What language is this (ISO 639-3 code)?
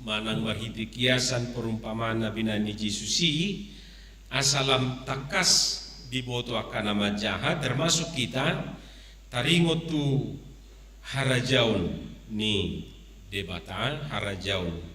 bbc